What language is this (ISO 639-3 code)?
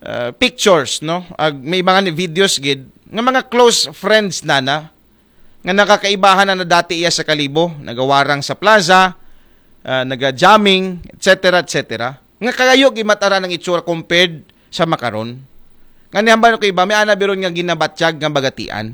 akl